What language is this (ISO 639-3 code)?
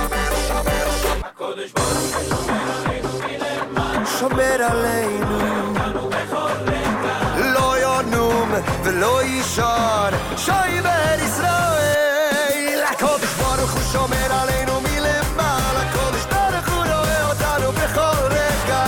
heb